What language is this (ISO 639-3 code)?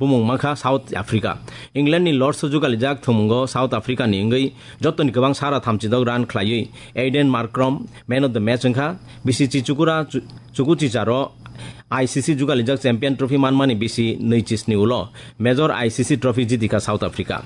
trp